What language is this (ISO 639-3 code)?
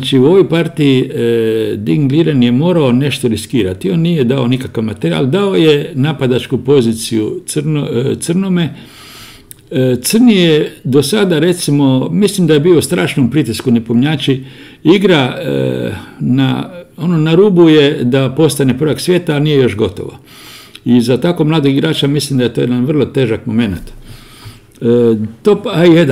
hrv